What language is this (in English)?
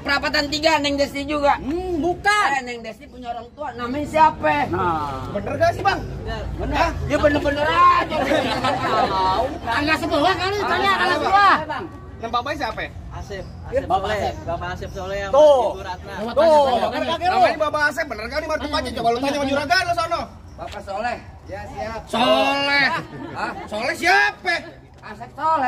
Betawi